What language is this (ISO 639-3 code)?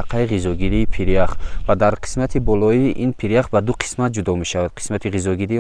tgk